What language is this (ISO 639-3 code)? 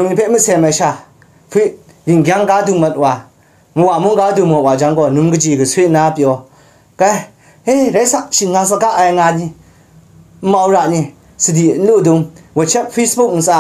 kac